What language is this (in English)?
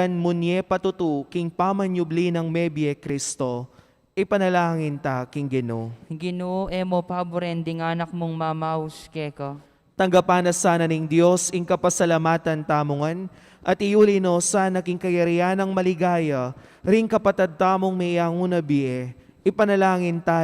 Pampanga